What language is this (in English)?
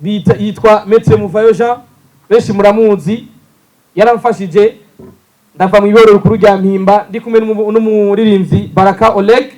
Rundi